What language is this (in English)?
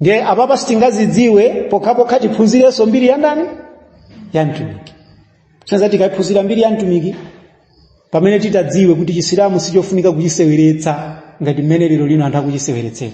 Nyanja